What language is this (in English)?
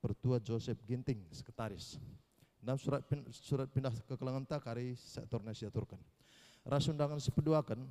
Batak Karo